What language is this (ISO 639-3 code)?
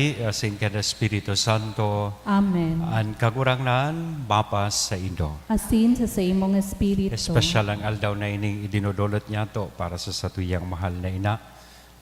bik